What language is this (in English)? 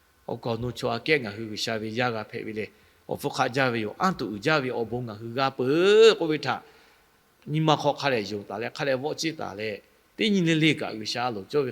Lahu